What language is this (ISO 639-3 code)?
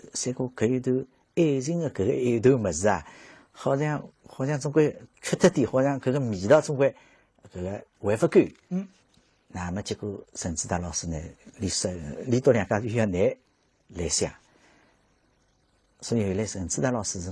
wuu